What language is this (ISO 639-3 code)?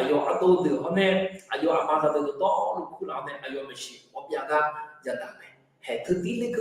ahk